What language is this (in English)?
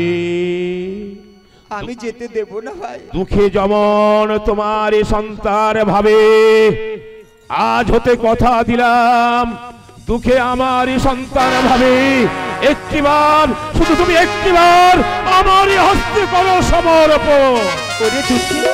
Bangla